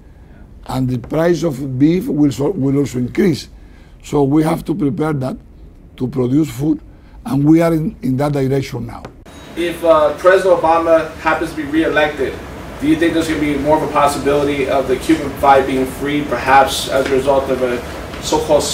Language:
English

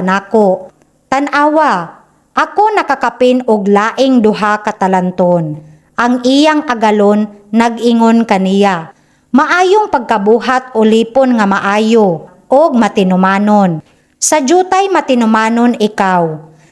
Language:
Cebuano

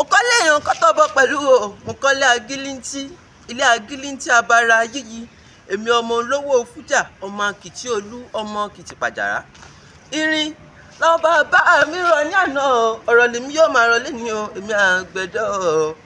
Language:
Yoruba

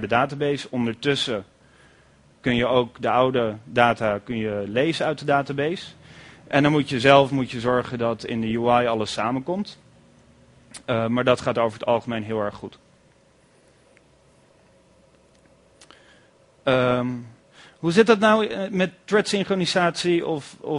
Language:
Dutch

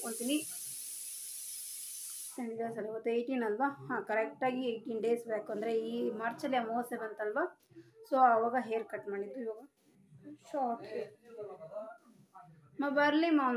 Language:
Kannada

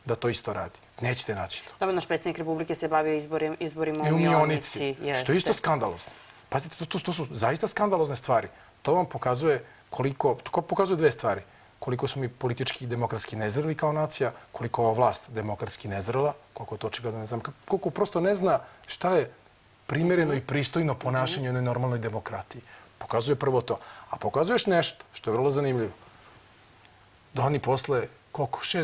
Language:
Serbian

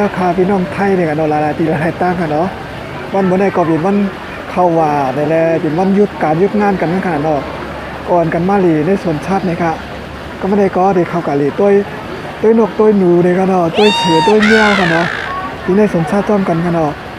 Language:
Shan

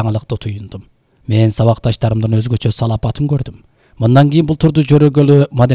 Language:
Kyrgyz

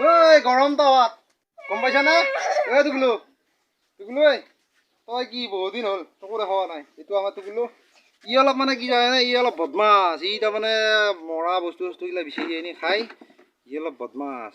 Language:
Assamese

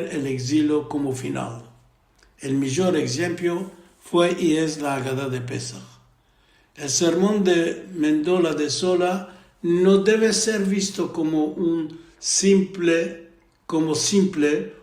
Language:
Ladino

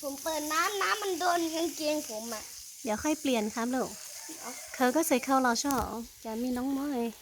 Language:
Hmong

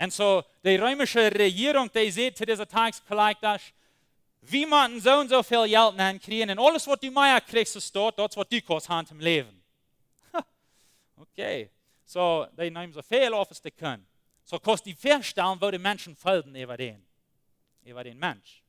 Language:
Plautdietsch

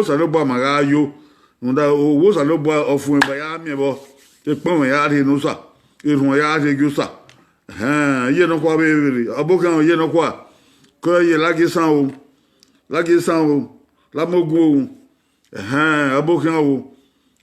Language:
Bini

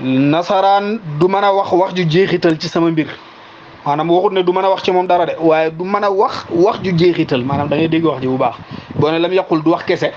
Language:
Wolof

